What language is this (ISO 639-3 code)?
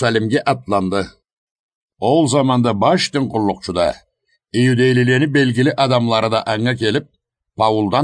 krc